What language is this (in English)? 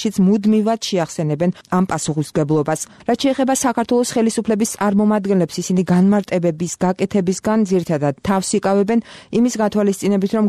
Georgian